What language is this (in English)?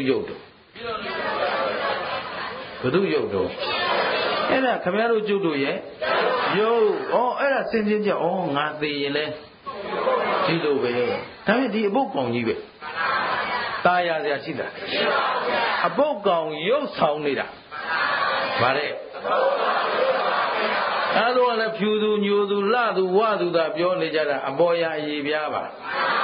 Burmese